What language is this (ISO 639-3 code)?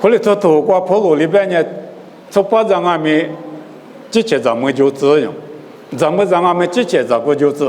lis